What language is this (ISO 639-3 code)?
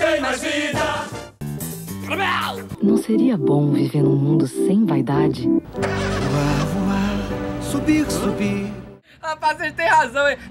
por